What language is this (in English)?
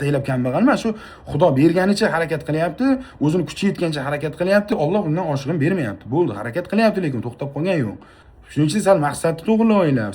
Uzbek